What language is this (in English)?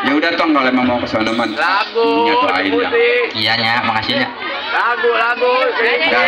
Betawi